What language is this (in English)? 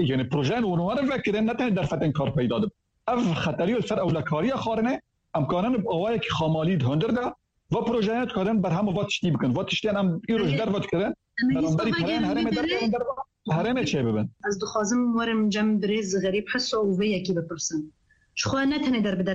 Kurdish